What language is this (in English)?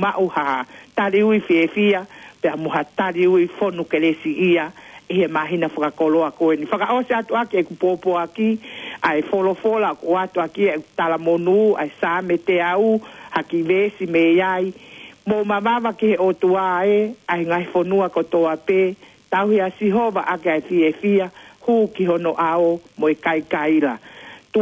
Tongan